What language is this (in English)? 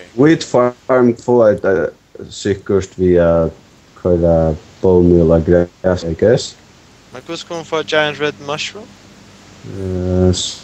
Faroese